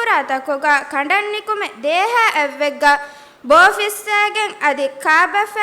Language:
Divehi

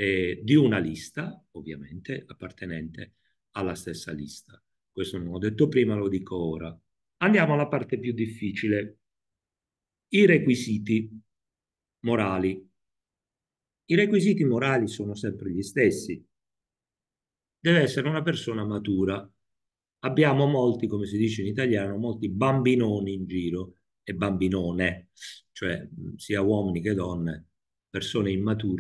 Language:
Italian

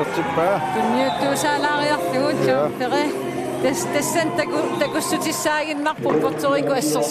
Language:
Kalaallisut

